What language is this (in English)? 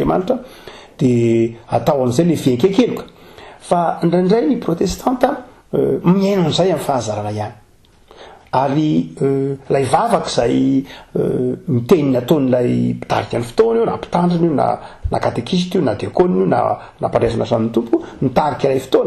Malagasy